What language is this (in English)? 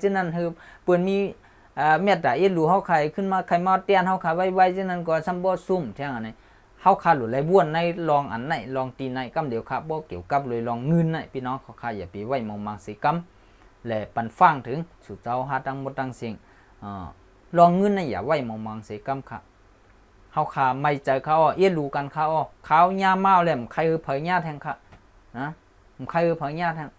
Shan